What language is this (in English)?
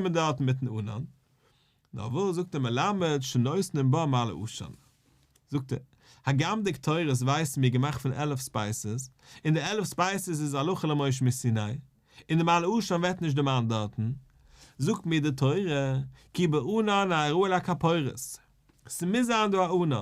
Yiddish